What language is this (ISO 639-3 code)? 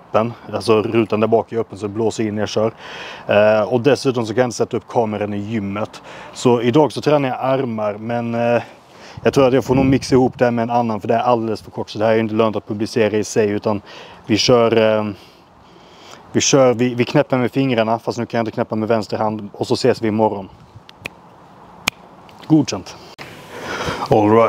swe